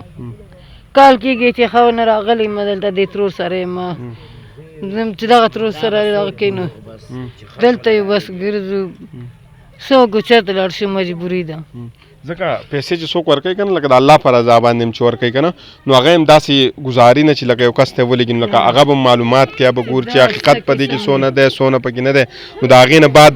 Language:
Pashto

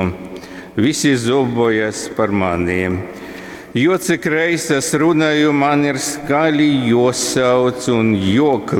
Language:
Latgalian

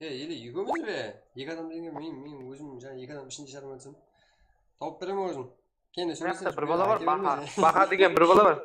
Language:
Kara-Kalpak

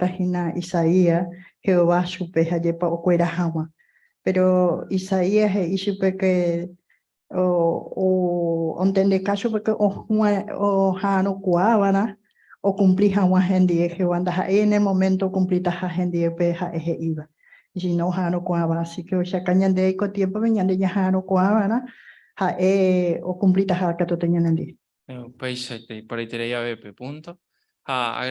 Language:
Guarani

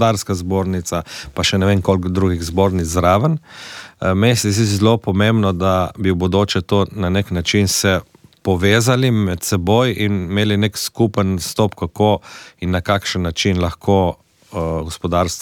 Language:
Slovenian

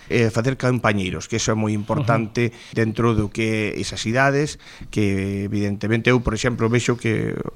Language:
Galician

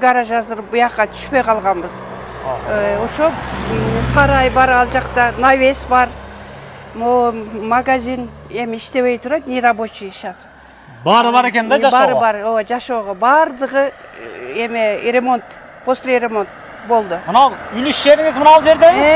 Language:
Kyrgyz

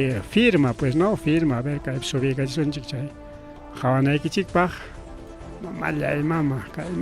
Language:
Ayacucho Quechua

